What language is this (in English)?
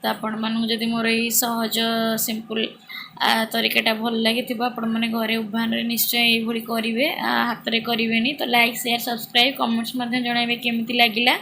Odia